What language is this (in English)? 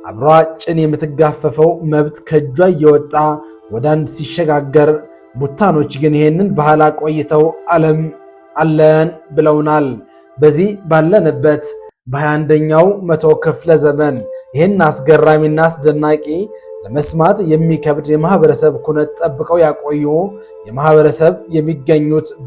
Amharic